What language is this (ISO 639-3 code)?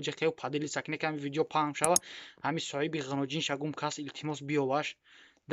tgk